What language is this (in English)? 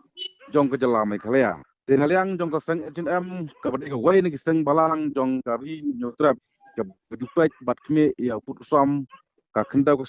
Khasi